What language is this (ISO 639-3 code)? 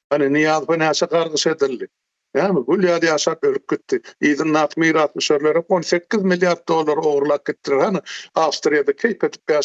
tuk